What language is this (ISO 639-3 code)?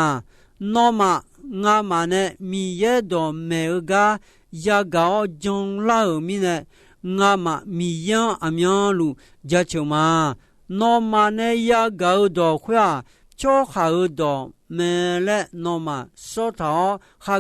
ahk